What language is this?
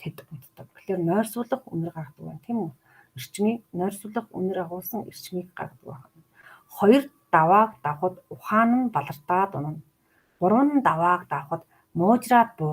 Mongolian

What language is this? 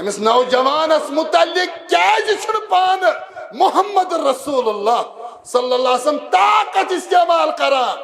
Kashmiri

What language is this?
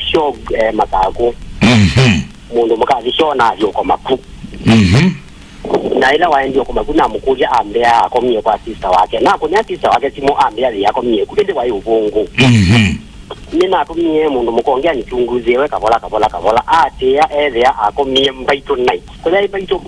Kamba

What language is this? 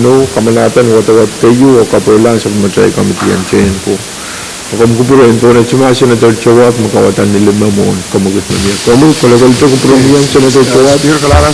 Pohnpeian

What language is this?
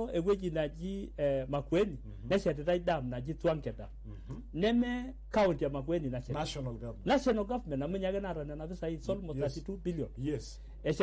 Masai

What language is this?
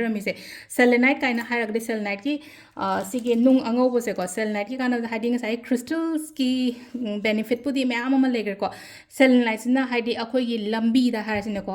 Manipuri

